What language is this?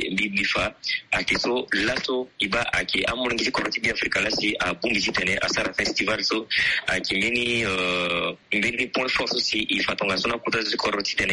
Sango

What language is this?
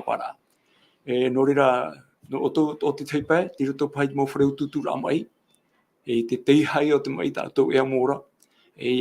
Tahitian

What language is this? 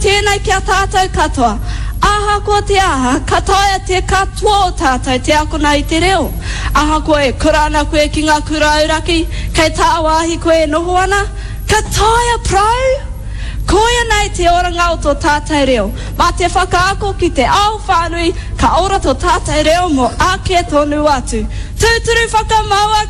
Māori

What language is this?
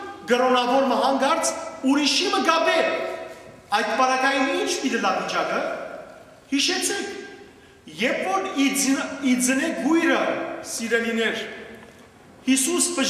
Western Armenian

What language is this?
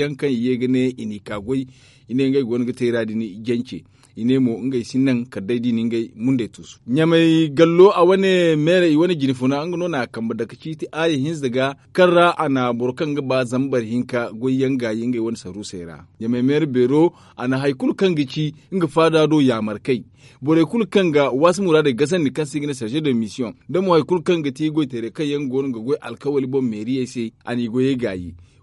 Zarma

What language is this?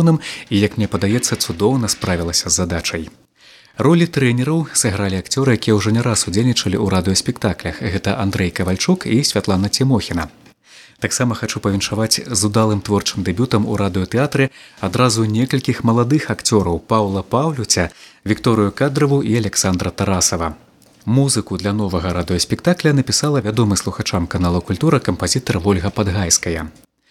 Belarusian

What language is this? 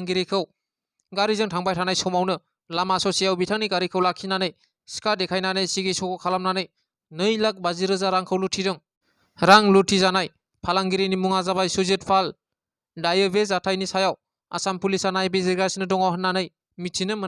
Bodo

